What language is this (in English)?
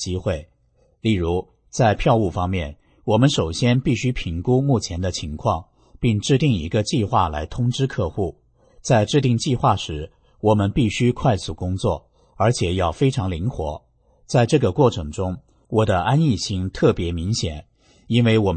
Chinese